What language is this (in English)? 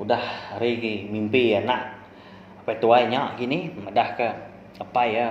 Iban